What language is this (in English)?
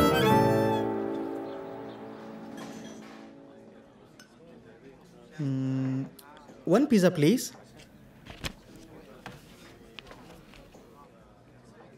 Kannada